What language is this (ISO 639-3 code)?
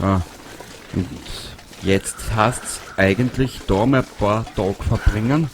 bar